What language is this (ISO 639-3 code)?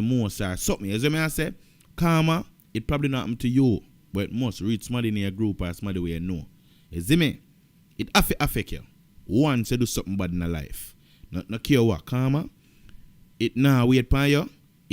jam